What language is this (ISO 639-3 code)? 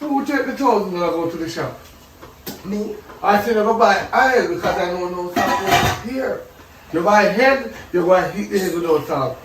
jam